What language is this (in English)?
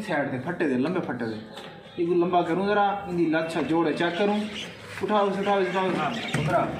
Saraiki